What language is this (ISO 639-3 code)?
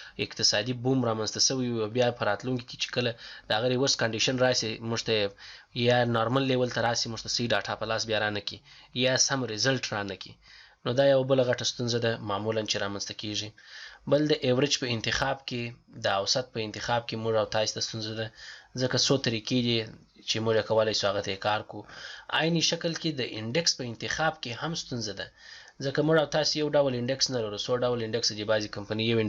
pus